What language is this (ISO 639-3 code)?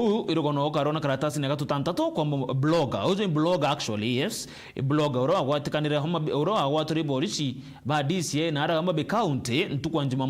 mer